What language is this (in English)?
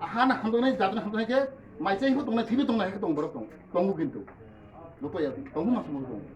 Kok Borok